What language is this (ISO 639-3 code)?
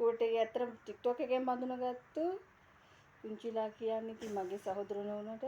sin